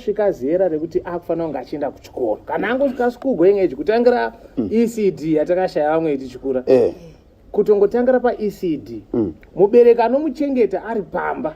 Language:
Shona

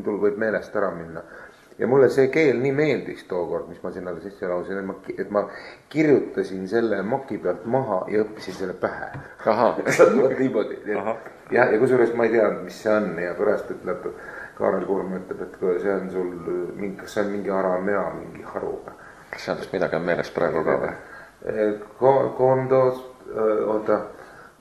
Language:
Estonian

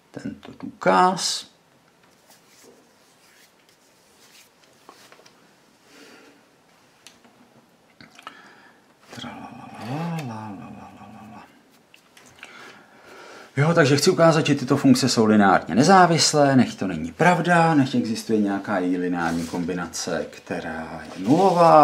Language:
Czech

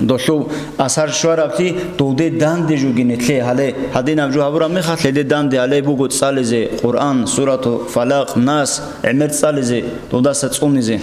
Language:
Avaric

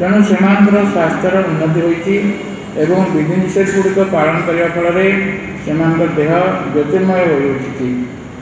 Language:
Odia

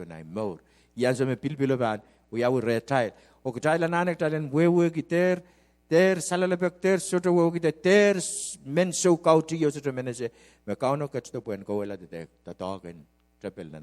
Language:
Pohnpeian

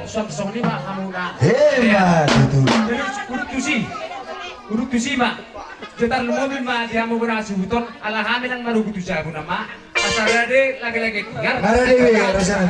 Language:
Batak Toba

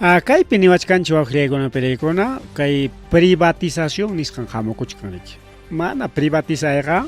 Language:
Ayacucho Quechua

